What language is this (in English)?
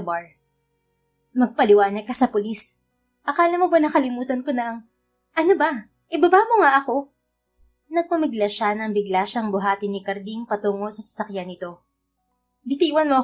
Filipino